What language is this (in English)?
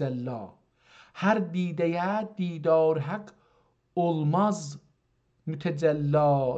South Azerbaijani